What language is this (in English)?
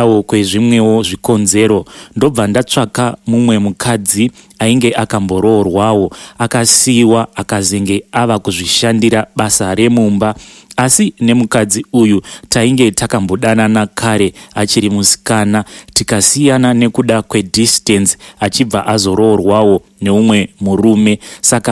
Shona